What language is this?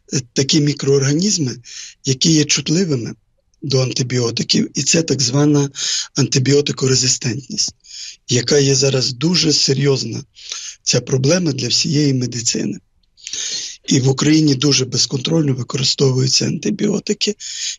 Ukrainian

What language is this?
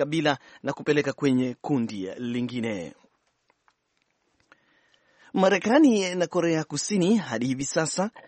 Swahili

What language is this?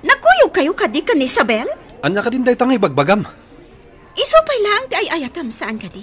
Iloko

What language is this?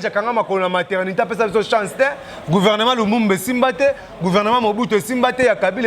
Lingala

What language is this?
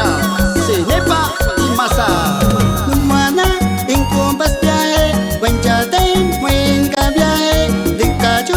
Aguaruna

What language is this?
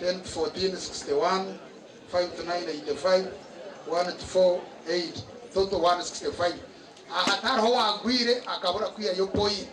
Nyankole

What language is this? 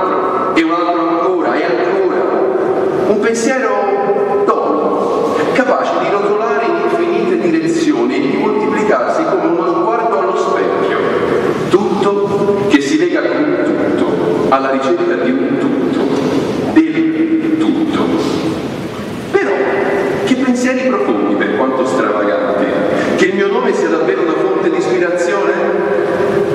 Italian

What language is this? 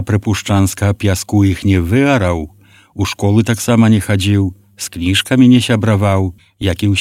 Belarusian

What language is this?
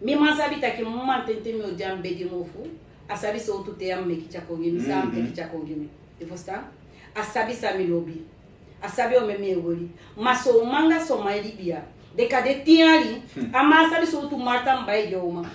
Sranan Tongo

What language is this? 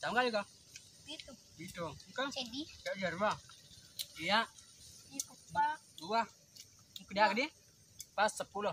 Buginese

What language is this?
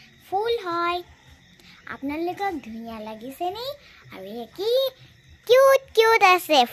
Assamese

